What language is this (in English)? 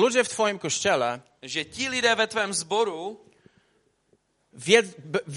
Polish